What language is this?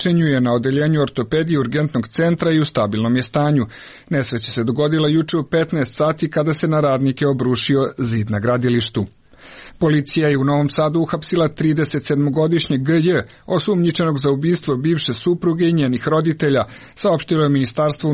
Serbian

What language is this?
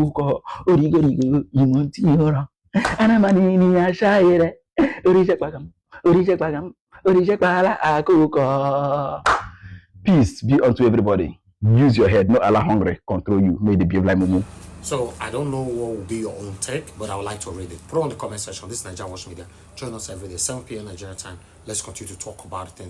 Nigerian Pidgin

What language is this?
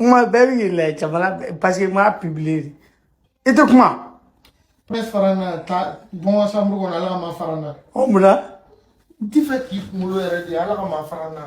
Bambara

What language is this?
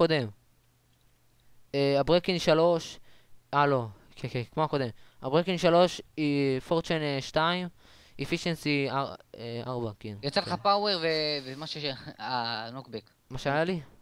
Hebrew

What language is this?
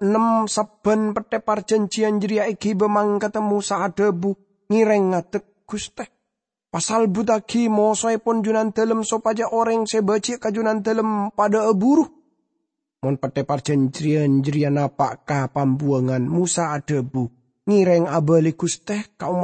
Madurese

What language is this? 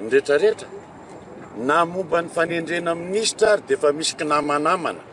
Malagasy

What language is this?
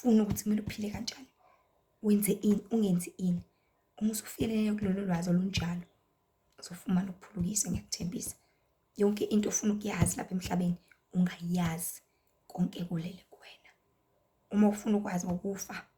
Zulu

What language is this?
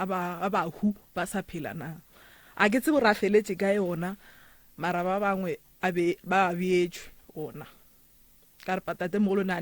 Northern Sotho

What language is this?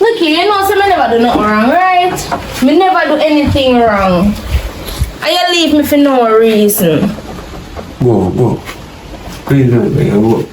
Jamaican Creole English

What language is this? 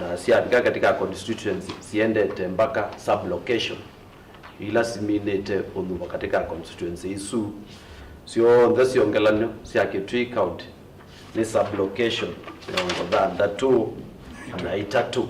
Kamba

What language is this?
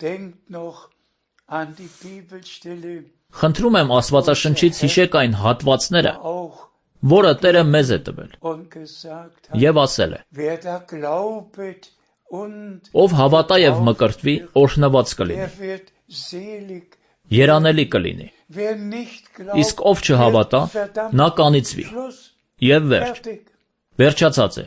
Armenian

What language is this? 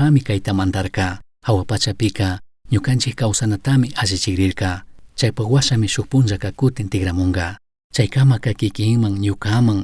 Chimborazo Highland Quichua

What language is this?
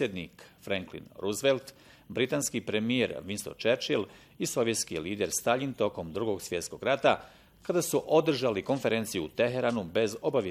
Bosnian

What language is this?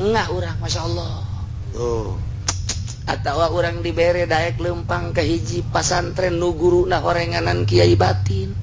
Sundanese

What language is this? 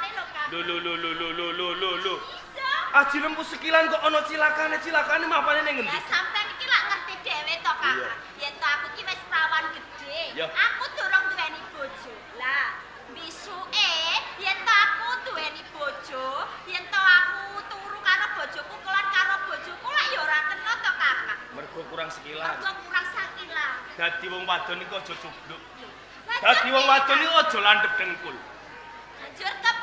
Javanese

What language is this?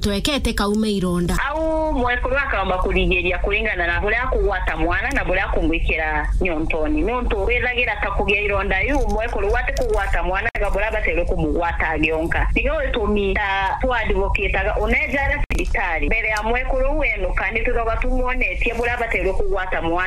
Meru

